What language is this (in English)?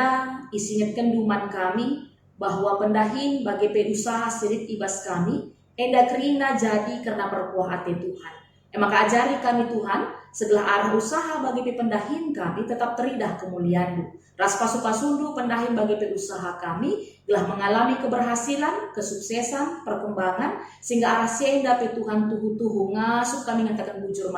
Batak Karo